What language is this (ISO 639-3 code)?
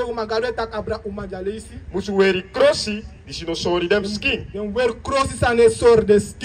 srn